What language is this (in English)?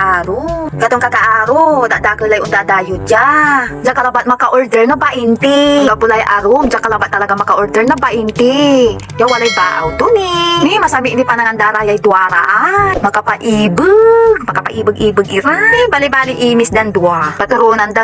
Pangasinan